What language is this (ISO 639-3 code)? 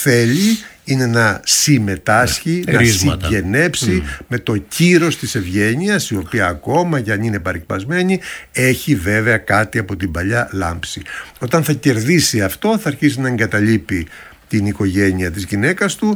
ell